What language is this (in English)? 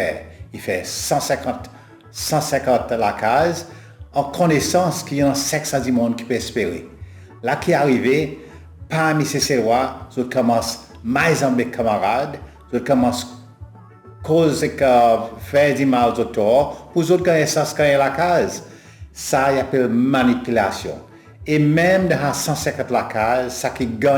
Seselwa Creole French